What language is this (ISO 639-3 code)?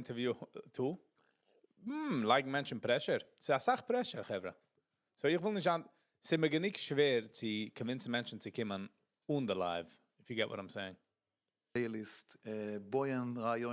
yid